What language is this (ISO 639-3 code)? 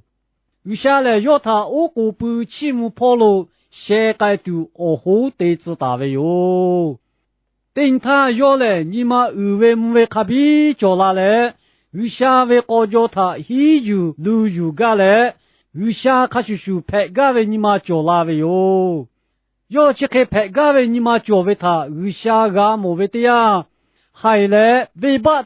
lhu